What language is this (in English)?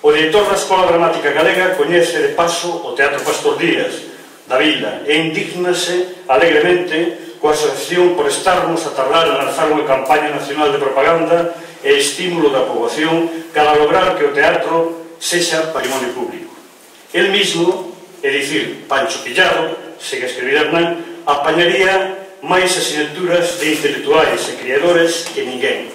Galician